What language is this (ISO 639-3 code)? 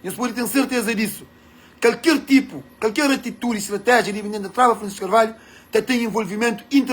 kea